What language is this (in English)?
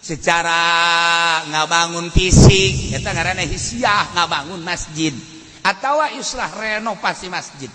Sundanese